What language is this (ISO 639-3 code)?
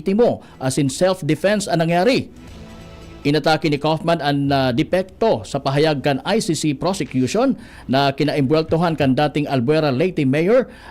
bik